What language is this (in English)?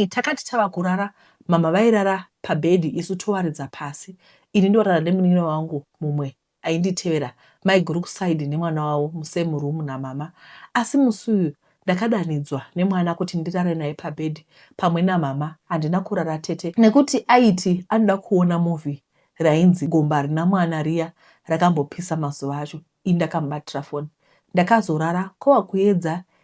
Shona